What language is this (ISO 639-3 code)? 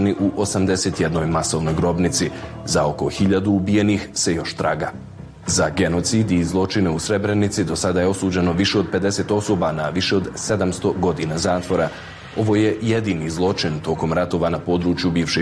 bos